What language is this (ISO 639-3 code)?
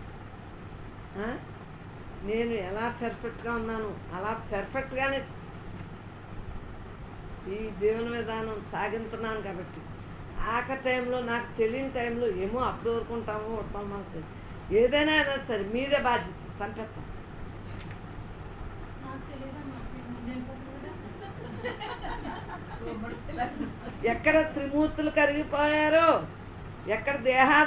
tel